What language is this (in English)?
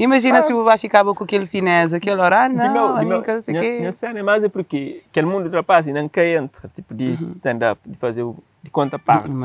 Kabuverdianu